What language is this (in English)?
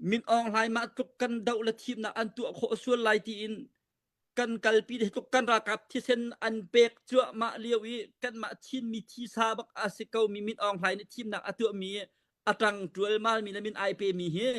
Hakha Chin